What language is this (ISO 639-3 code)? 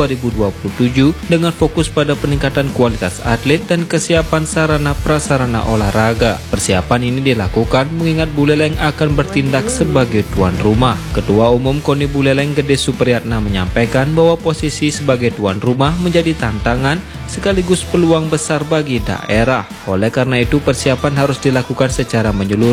ind